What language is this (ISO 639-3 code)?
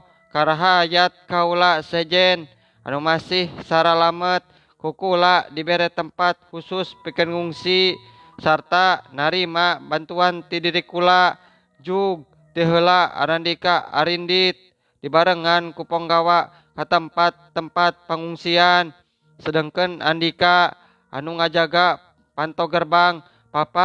sun